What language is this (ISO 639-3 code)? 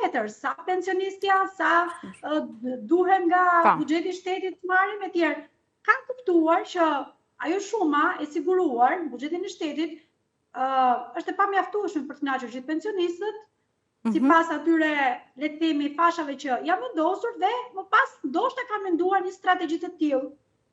sqi